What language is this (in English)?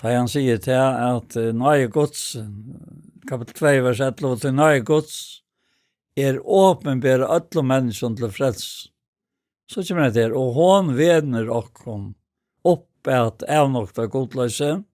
Faroese